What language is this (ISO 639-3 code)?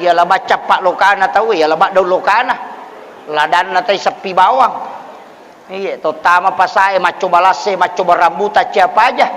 bug